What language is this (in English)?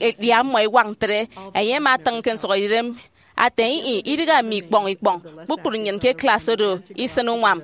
Efik